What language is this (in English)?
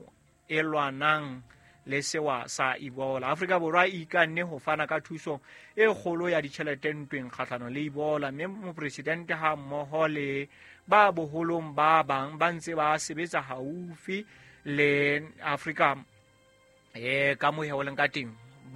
Southern Sotho